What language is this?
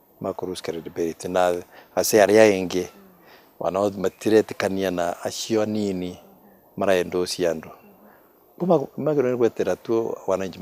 Meru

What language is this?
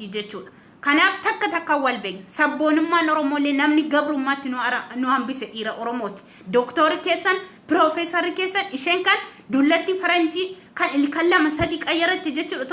Oromo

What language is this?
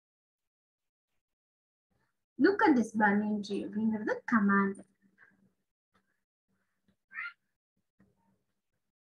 Tamil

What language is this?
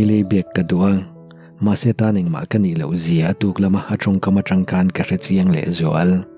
Mizo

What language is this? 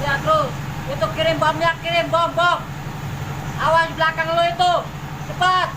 Betawi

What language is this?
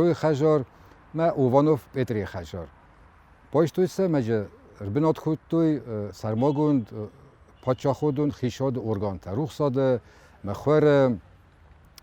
Ossetic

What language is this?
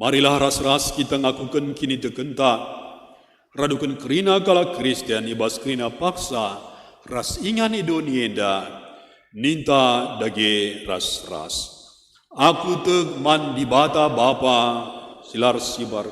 Batak Karo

